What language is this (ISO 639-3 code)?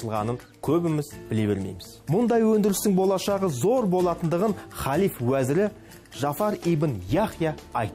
kaz